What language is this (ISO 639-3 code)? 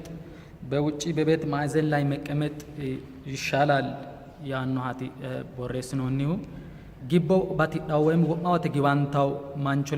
sid